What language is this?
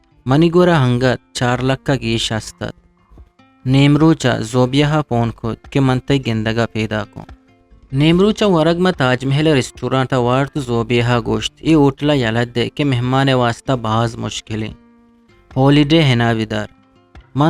Eastern Balochi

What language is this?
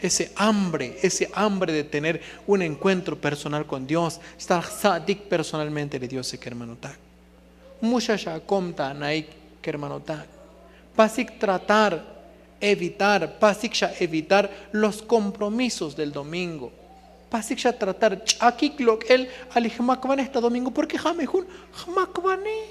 Tzotzil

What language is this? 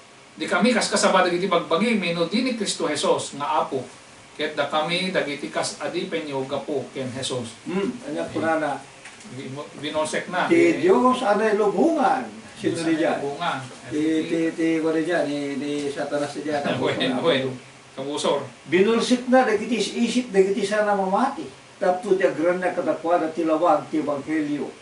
Iloko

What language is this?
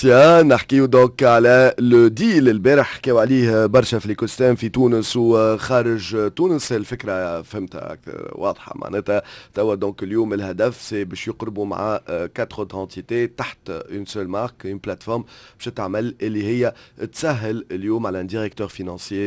Tunisian Arabic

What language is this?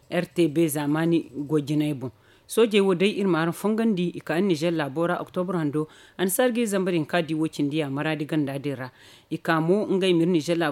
Zarma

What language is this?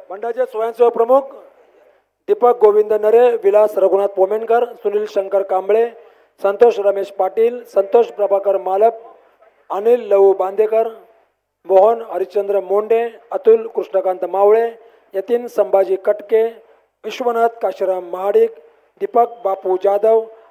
Marathi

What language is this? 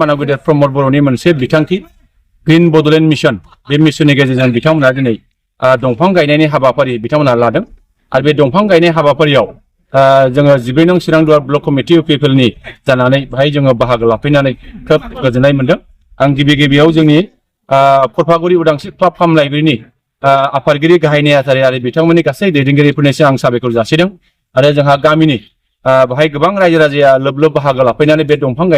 Bodo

